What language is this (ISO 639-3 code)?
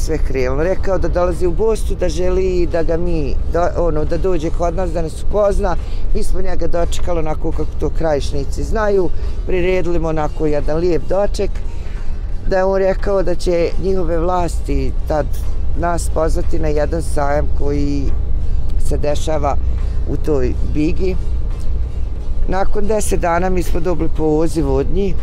bos